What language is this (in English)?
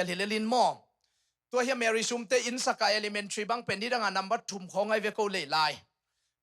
Tedim Chin